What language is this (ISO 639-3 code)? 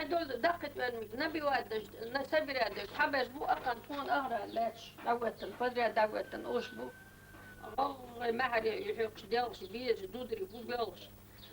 che